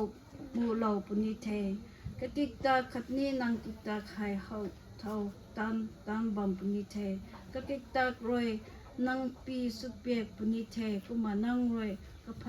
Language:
Rongmei Naga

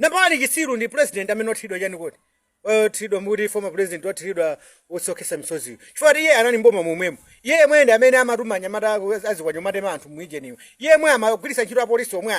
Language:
Nyanja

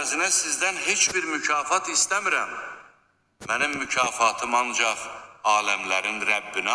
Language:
Azerbaijani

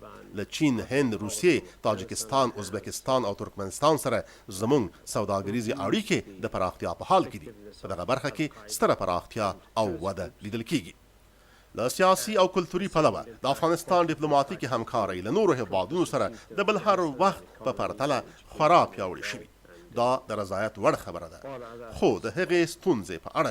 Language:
Pashto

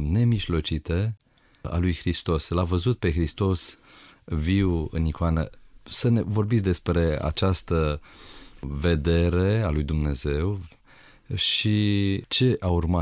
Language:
Romanian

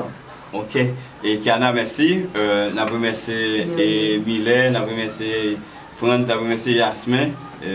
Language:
Haitian Creole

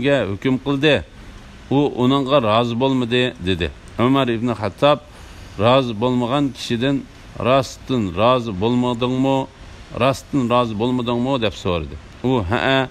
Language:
Uyghur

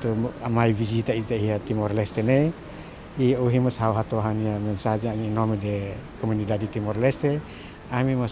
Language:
Tetum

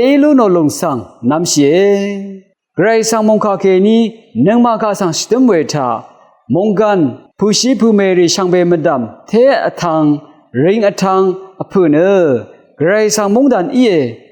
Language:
Rawang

